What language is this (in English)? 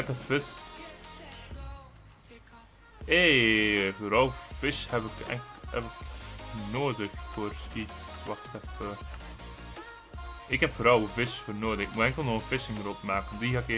Dutch